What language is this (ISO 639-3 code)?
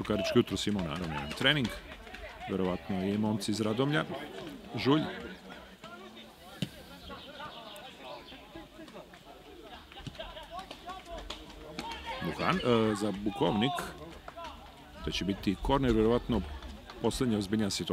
srp